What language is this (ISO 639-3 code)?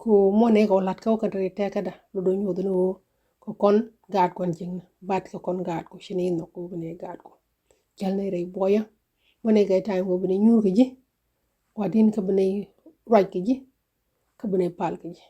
nus